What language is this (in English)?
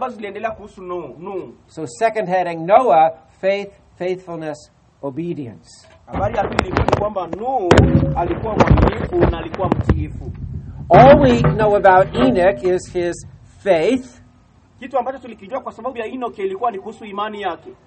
Swahili